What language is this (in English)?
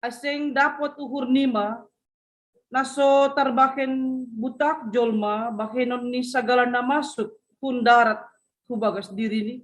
Batak Simalungun